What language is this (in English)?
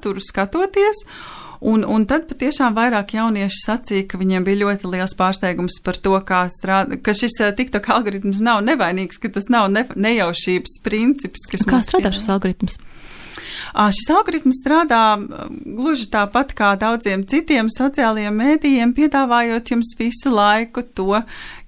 Latvian